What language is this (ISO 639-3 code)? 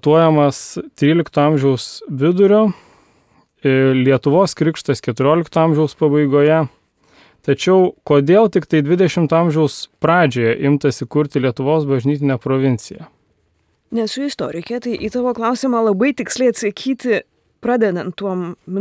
lit